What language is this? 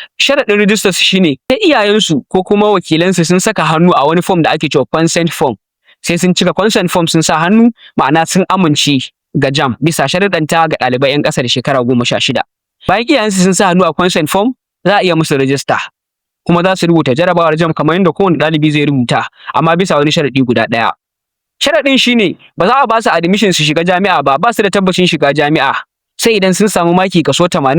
Hausa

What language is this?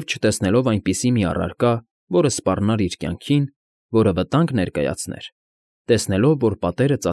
Armenian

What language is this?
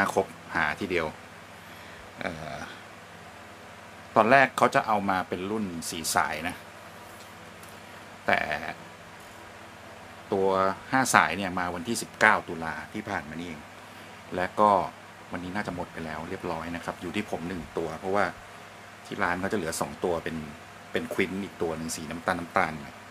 Thai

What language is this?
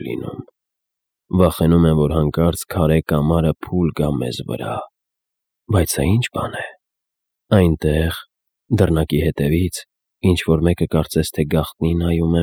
Armenian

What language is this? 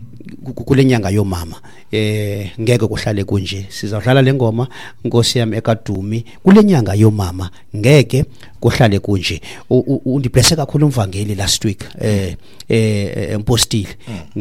Xhosa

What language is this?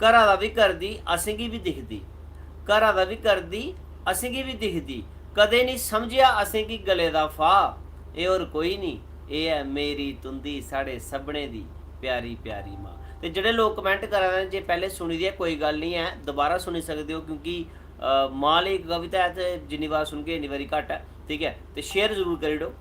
Dogri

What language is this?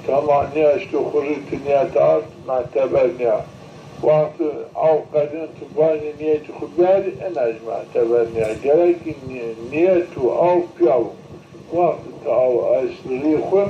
Zaza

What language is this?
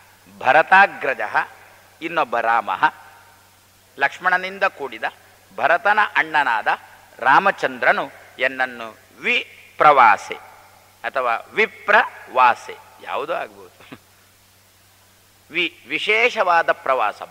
Kannada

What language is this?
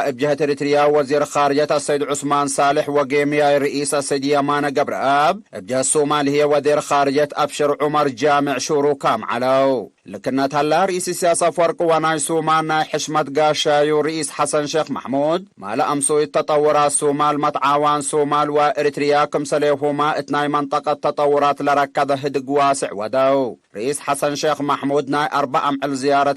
Tigre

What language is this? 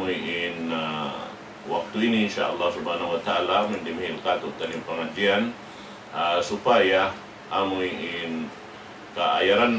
Tausug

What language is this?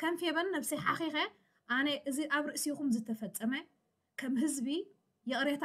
Tigrinya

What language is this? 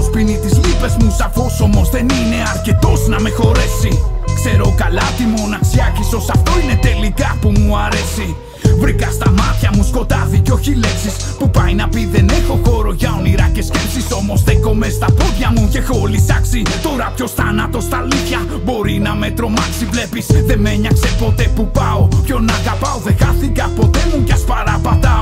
Greek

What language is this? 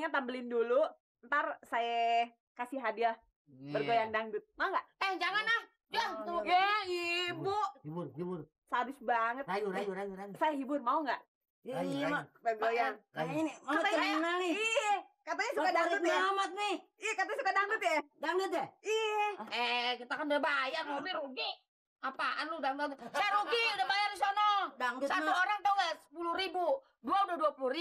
Betawi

